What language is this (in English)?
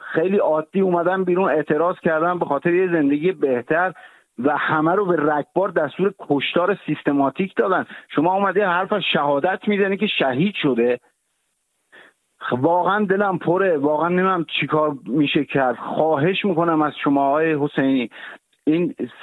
Persian